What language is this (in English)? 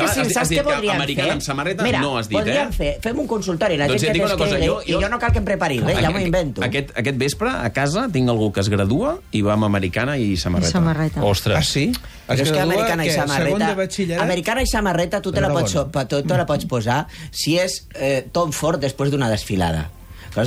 Catalan